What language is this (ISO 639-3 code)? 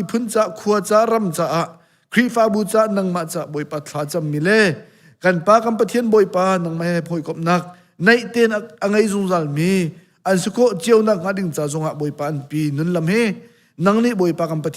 cnh